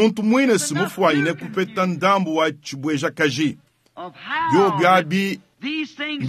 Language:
Luba-Lulua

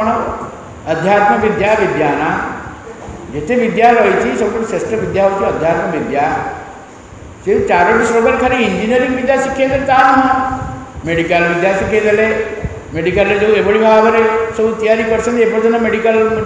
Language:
Odia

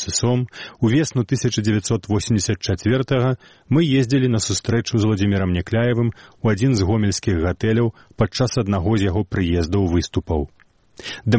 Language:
Belarusian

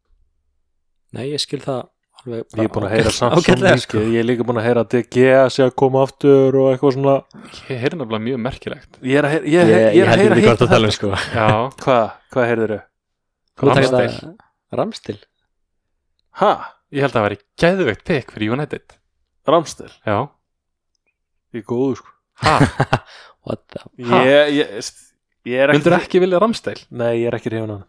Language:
Icelandic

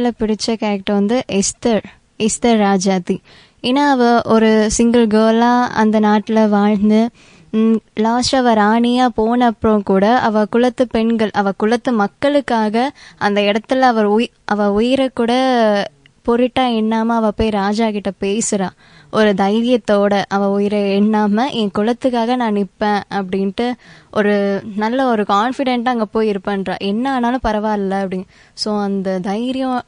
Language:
Tamil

